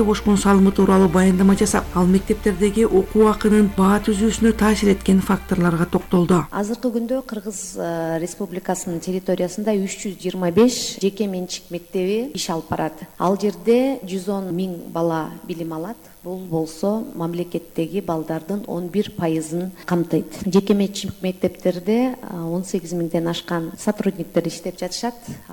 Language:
Kyrgyz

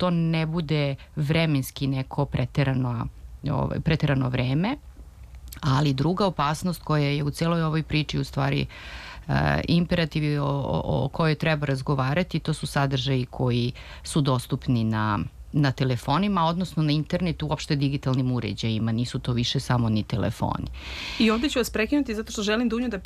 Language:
Serbian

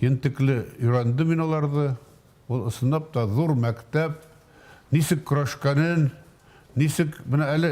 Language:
Bashkir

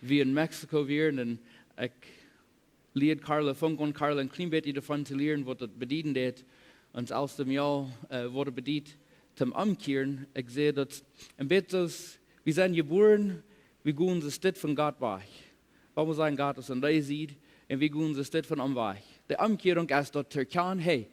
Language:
Plautdietsch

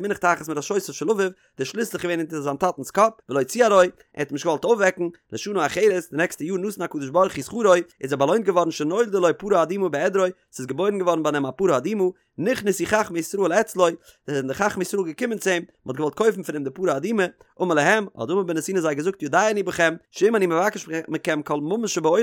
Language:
Yiddish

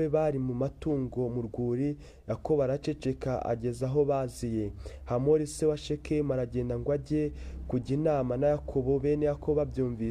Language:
Kinyarwanda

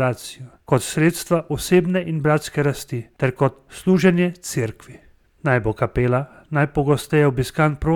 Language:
Slovenian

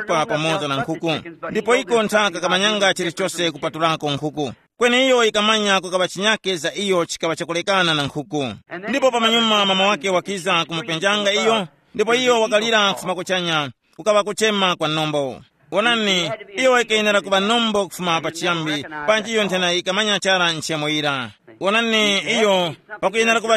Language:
Tumbuka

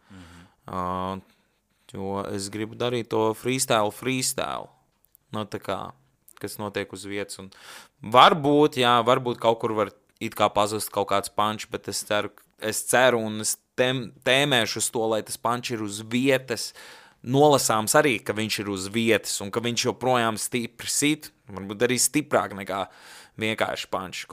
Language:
Latvian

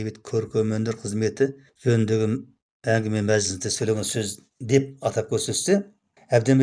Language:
Kazakh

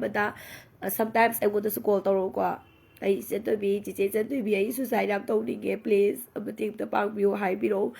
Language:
Manipuri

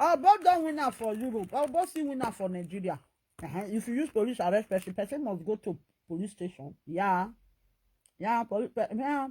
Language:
Nigerian Pidgin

